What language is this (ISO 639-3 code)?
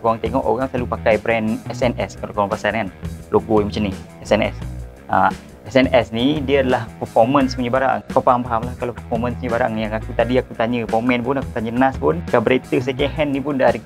msa